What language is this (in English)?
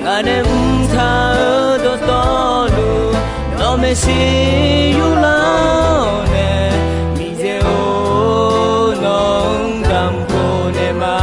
Akha